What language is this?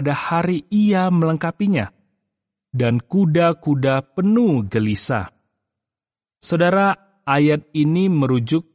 Indonesian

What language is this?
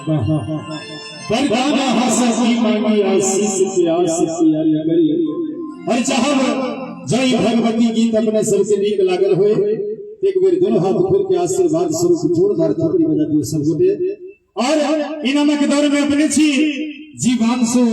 Maithili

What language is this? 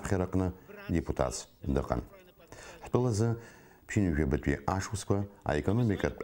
Abkhazian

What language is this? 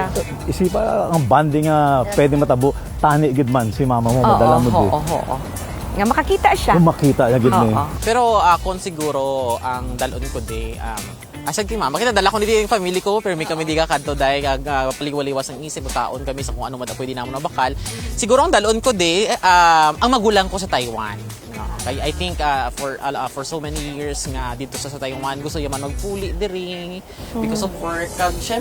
Hiligaynon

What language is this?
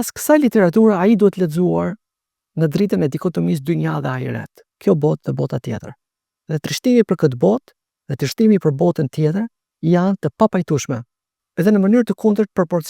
Albanian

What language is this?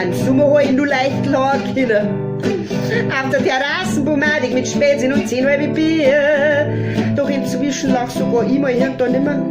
Bavarian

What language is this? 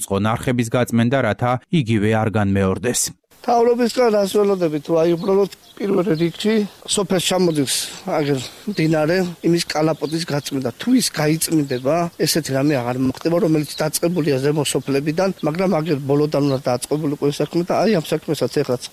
Georgian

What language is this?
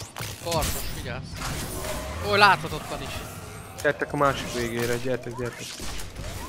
Hungarian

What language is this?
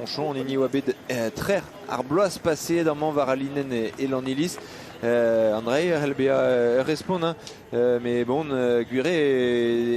Breton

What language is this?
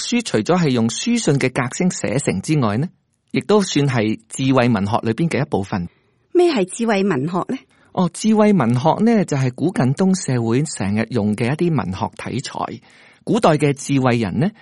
Cantonese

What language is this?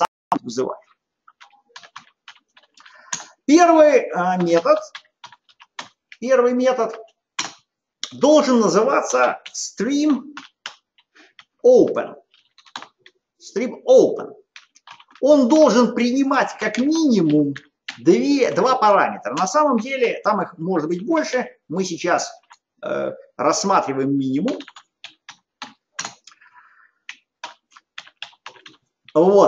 Russian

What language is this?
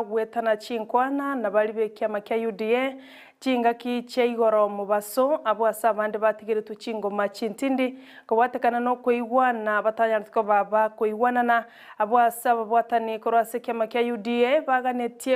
Gusii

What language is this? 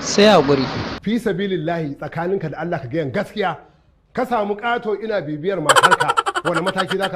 Hausa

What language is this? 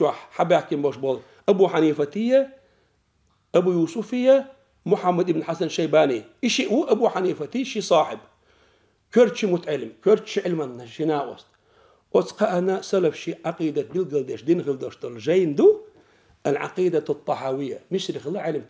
Chechen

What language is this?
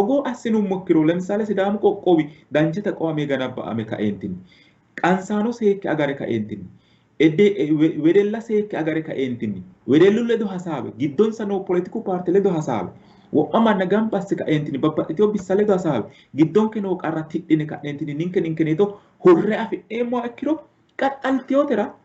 Sidamo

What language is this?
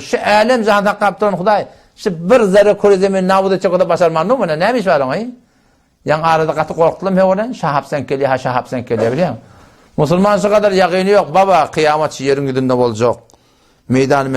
Turkmen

